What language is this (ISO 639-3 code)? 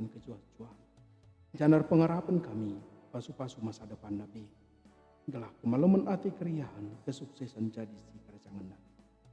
btx